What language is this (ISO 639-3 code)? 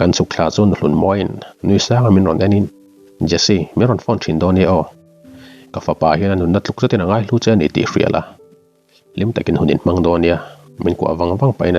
lus